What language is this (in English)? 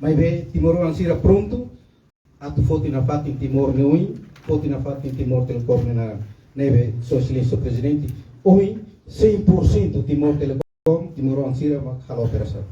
Tetum